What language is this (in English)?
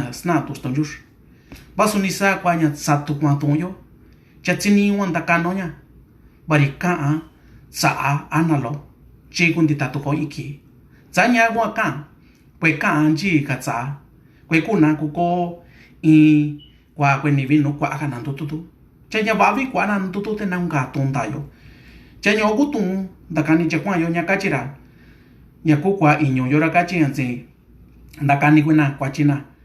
Mixtepec Mixtec